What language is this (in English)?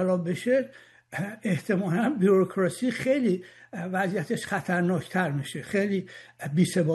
Persian